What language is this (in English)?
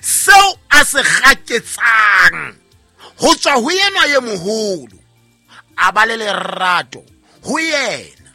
Southern Sotho